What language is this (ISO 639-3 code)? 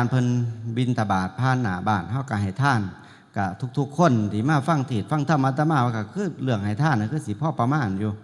tts